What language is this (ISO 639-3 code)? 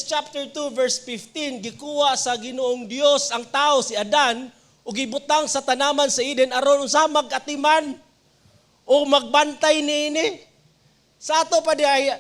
ceb